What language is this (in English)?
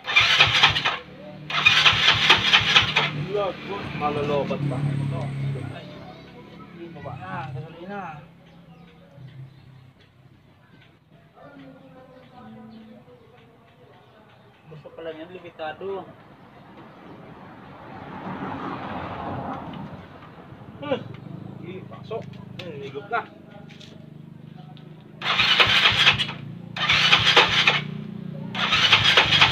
Filipino